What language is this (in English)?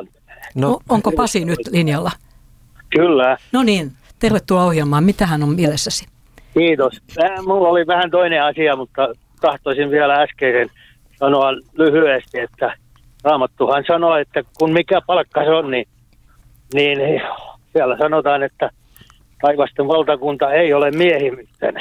Finnish